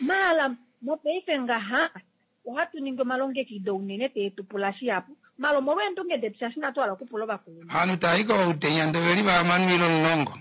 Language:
Kuanyama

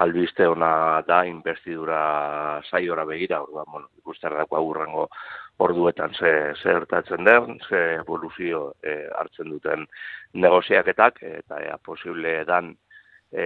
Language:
Basque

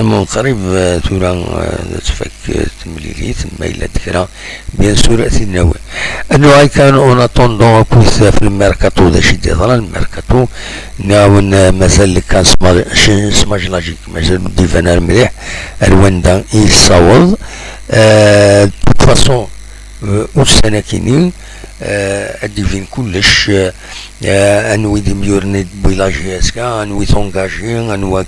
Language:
Kabyle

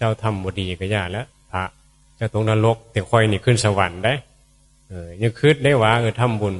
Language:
Northeastern Thai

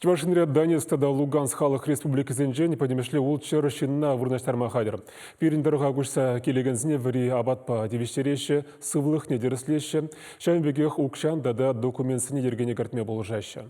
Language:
Chuvash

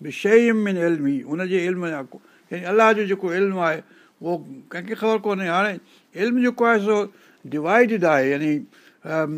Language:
Sindhi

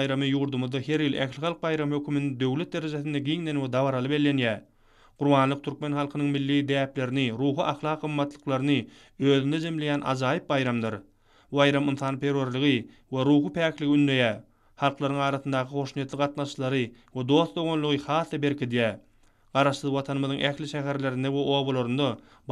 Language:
Turkmen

